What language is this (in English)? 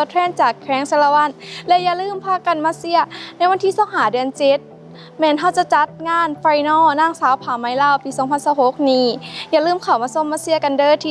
Lao